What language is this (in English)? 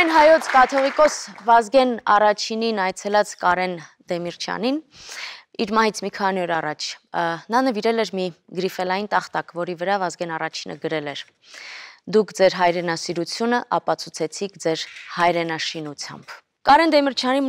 Armenian